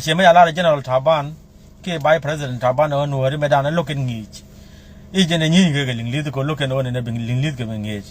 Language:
Nuer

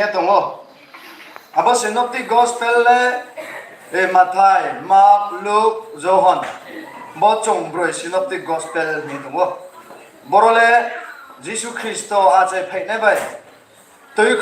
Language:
Riang (India)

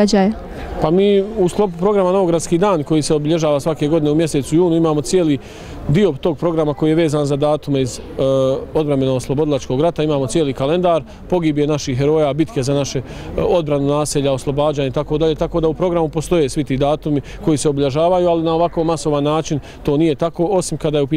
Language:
Bosnian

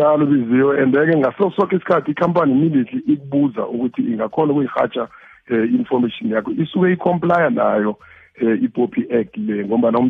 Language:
South Ndebele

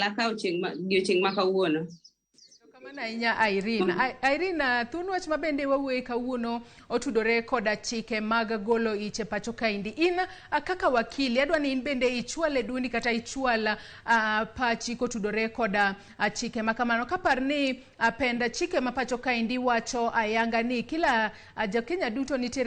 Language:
Luo (Kenya and Tanzania)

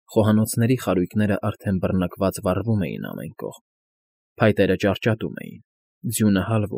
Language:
Armenian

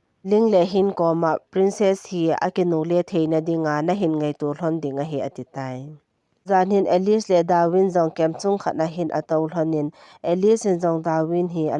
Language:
Thado Chin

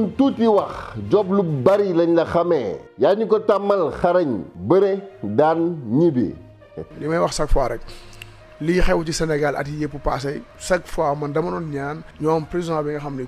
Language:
Wolof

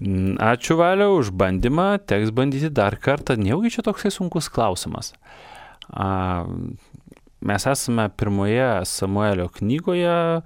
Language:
Lithuanian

